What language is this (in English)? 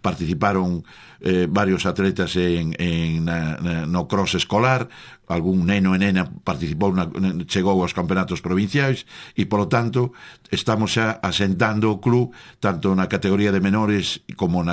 Galician